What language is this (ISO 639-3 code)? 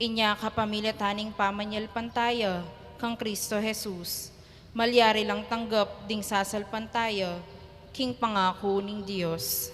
pam